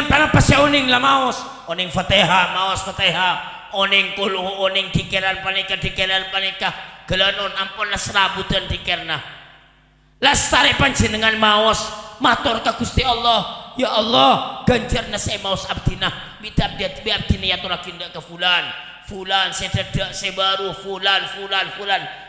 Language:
Madurese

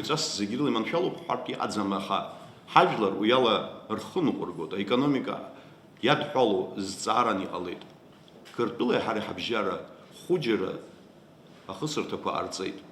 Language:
Abkhazian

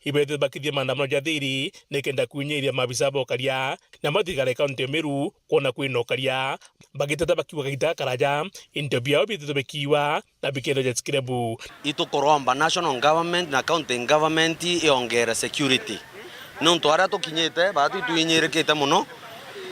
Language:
Meru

